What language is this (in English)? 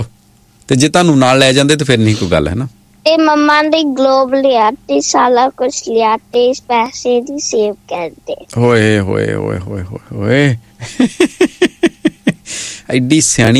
Punjabi